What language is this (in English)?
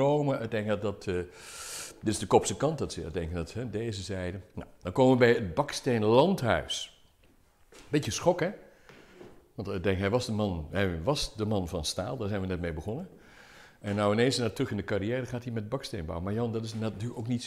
Dutch